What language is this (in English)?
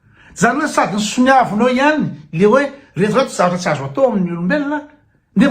Malagasy